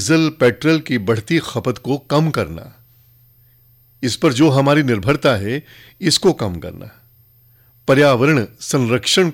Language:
Hindi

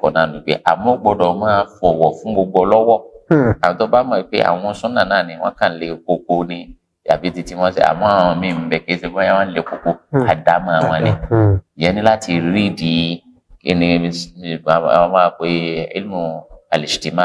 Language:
Yoruba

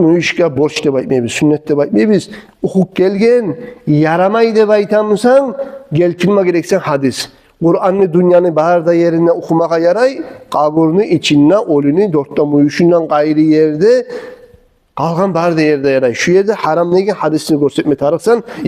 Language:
Kumyk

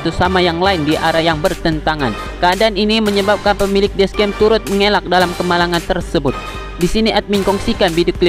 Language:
Malay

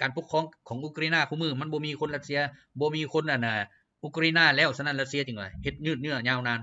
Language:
Lao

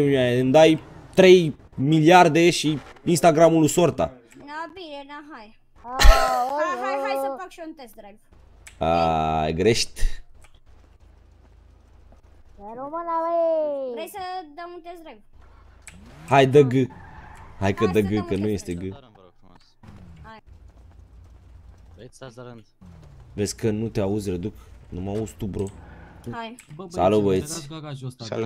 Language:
Romanian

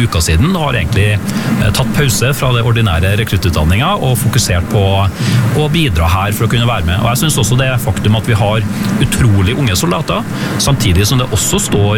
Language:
Norwegian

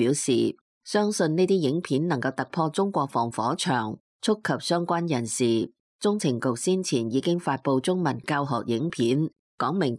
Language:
Cantonese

